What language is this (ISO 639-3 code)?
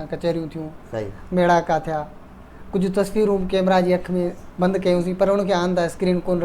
snd